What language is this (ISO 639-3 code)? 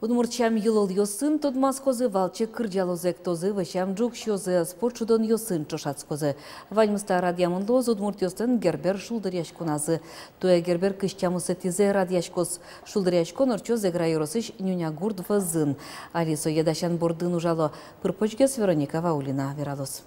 udm